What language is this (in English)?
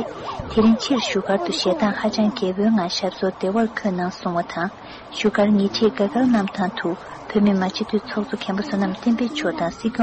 Tibetan